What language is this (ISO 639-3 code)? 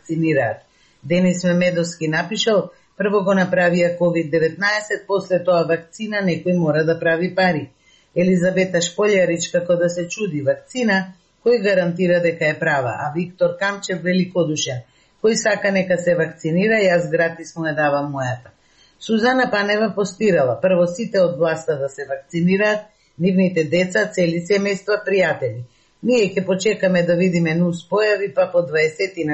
mkd